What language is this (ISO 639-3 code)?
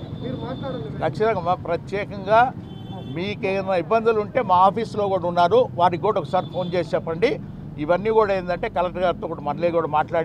tel